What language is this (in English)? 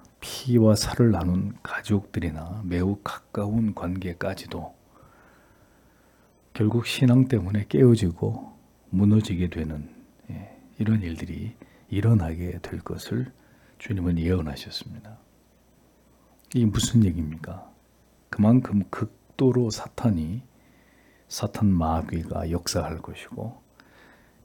Korean